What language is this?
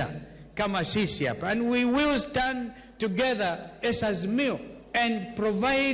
Luo (Kenya and Tanzania)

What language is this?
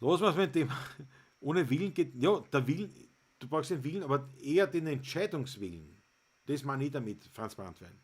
Bavarian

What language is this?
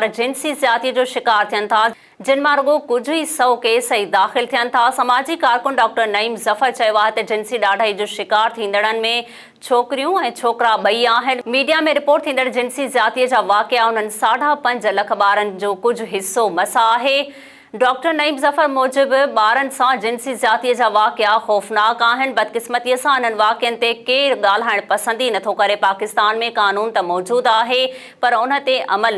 Sindhi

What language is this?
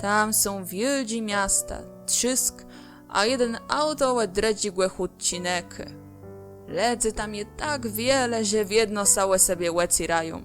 Kashubian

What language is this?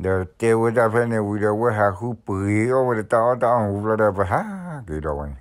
S'gaw Karen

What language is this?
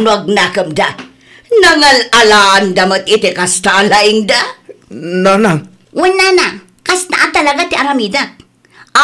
Iloko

